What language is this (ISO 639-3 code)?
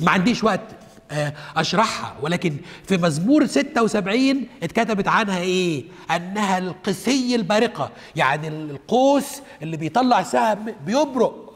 arz